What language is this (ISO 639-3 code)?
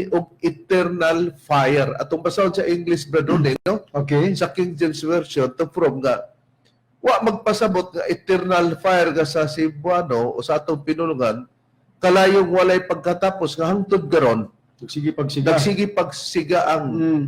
ceb